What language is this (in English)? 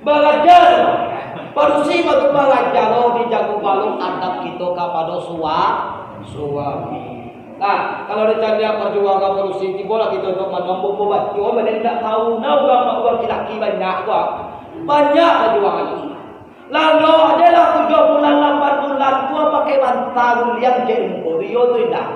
Minangkabau